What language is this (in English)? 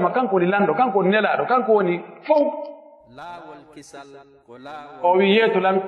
Pular